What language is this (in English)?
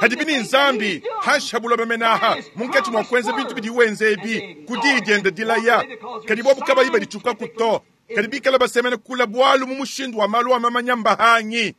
Luba-Lulua